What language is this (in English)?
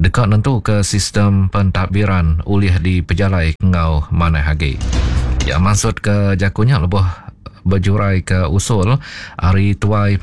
Iban